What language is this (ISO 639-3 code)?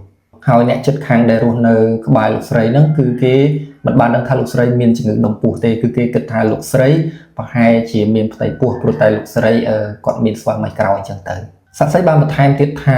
khm